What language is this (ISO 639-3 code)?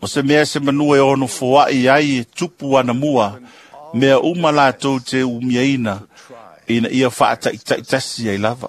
smo